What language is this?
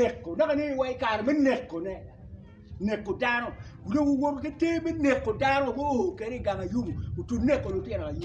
Acoli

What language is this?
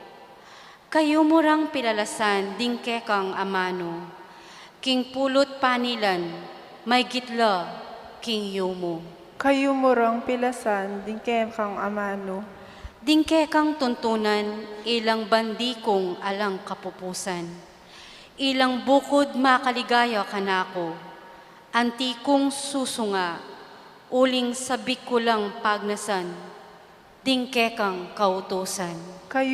Pampanga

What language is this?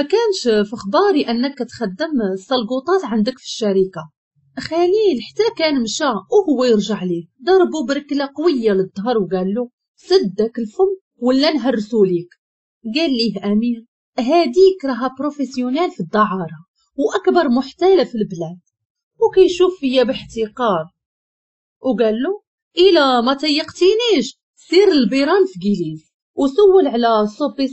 Moroccan Arabic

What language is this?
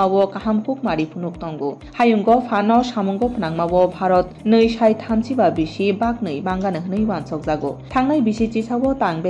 Kok Borok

